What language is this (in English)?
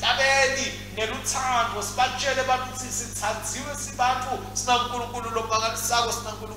Swati